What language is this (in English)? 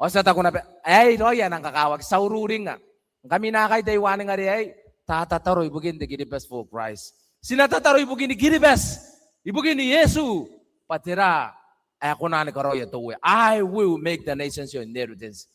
Gilbertese